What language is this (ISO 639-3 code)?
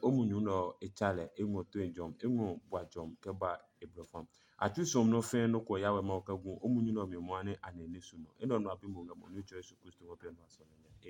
ada